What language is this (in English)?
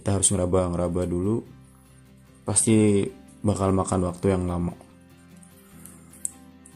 Indonesian